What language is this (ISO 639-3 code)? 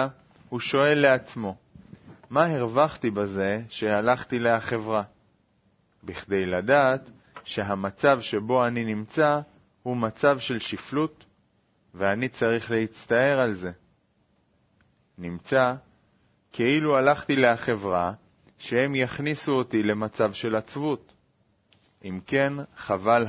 heb